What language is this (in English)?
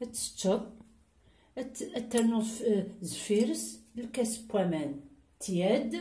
Kabyle